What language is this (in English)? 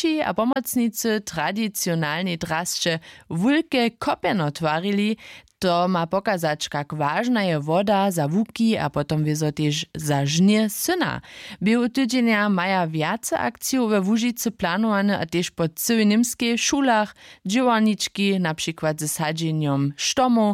Upper Sorbian